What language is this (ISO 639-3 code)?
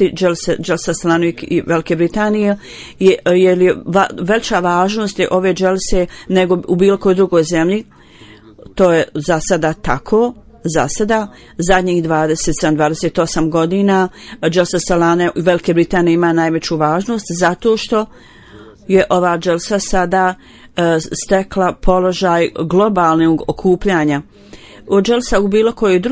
bos